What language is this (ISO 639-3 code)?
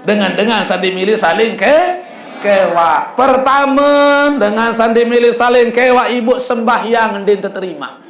sas